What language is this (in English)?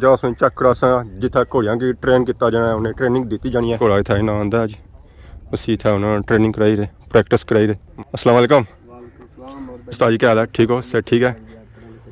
Pahari-Potwari